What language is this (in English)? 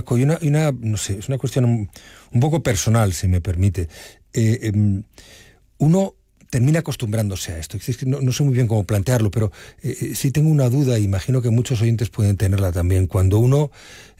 Spanish